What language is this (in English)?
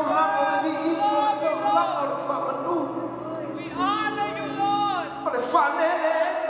Samoan